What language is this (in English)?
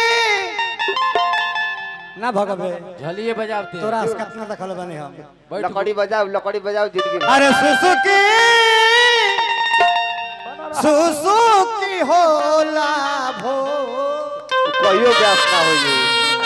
Bhojpuri